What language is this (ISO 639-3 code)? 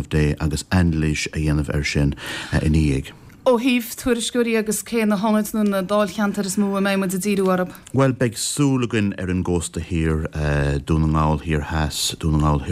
gle